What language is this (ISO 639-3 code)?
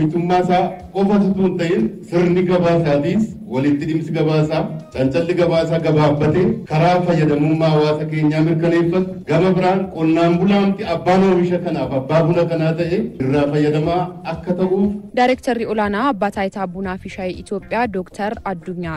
orm